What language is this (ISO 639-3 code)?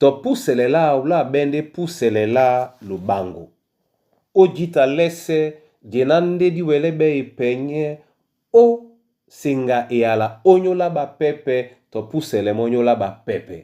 dua